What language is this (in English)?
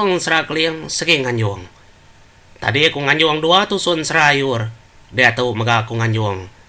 Iban